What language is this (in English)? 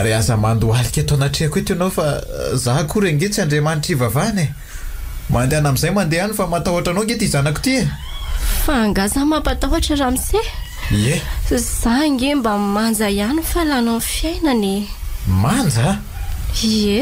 Malagasy